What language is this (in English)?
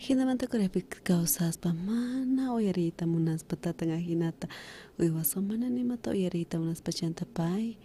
South Bolivian Quechua